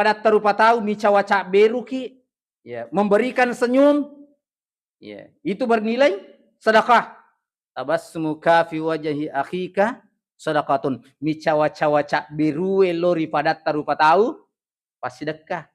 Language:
Buginese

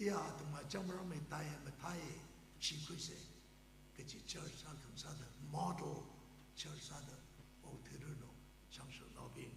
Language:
Tangkhul Naga (India)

